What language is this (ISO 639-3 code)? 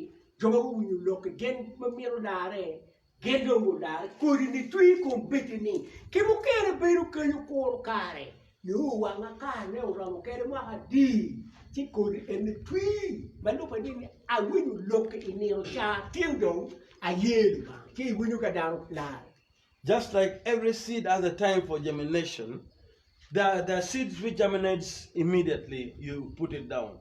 ach